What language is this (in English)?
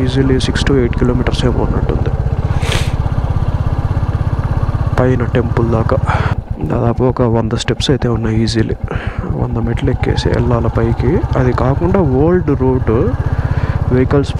Telugu